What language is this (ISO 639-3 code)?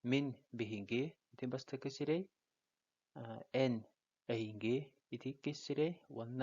sah